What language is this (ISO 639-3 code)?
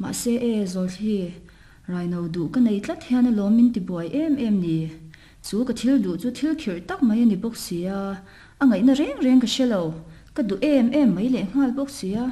lus